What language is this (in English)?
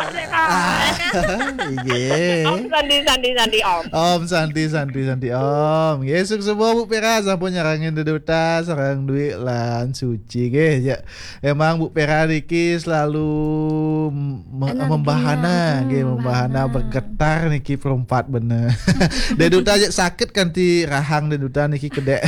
Balinese